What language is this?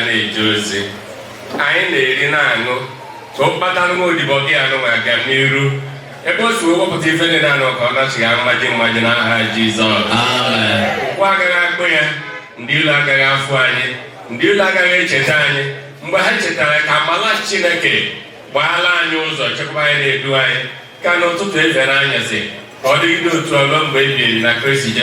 Igbo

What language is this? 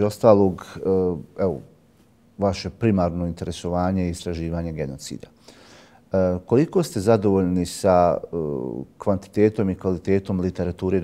Bosnian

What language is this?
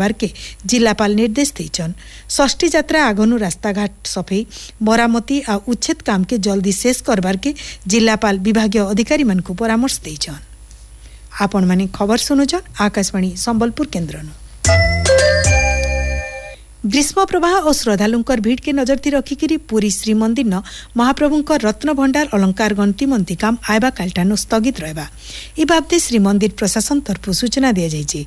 Odia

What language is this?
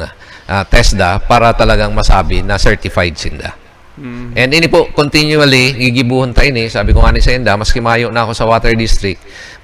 Bikol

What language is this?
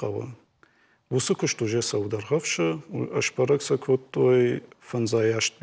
Ossetic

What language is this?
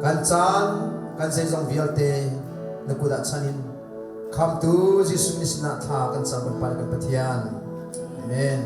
Hakha Chin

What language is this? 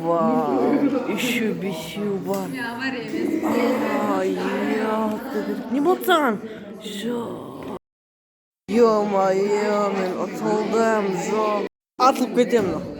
Kazakh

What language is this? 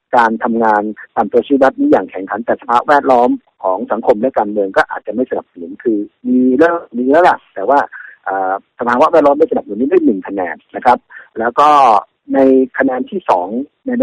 Thai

